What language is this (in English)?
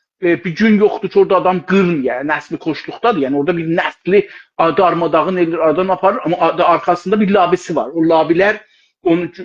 South Azerbaijani